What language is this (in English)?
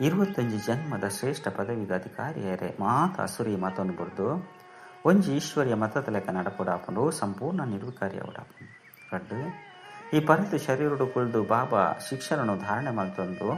Tulu